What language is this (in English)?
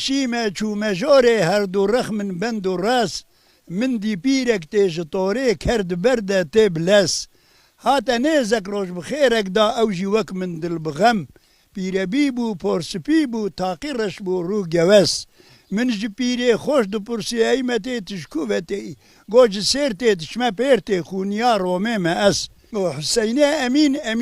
Kurdish